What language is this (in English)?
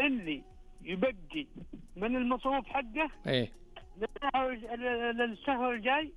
Najdi Arabic